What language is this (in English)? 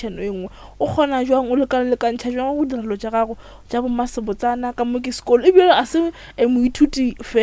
Northern Sotho